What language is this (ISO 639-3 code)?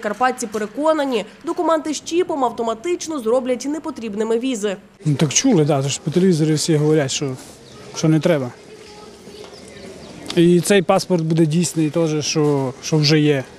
ukr